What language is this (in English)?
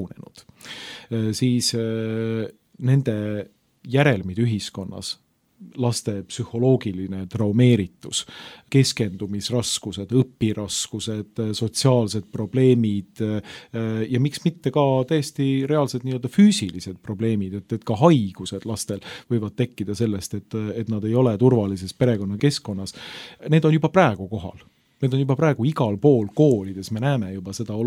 Estonian